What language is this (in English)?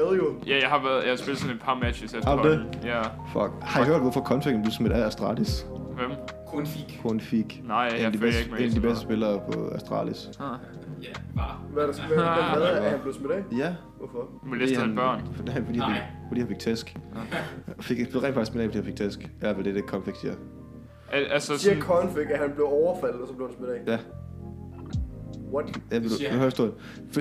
Danish